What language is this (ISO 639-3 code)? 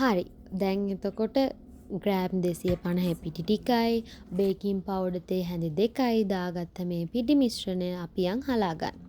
sin